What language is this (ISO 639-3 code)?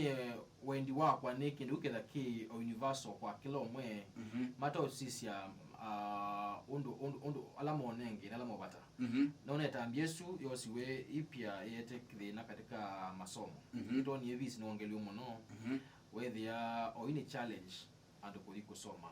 kam